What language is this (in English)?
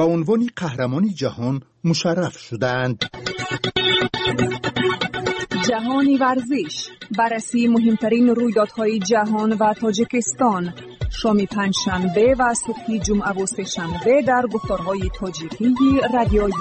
Persian